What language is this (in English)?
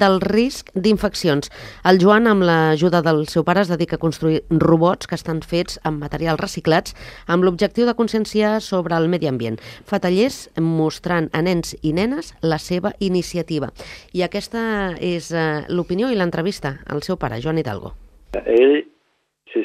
Catalan